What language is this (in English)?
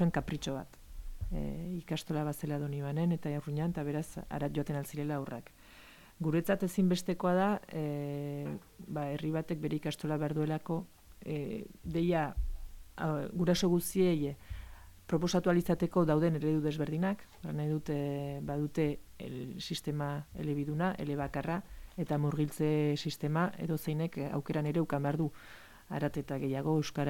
Basque